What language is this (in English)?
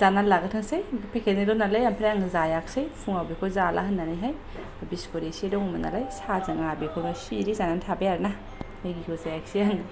Bodo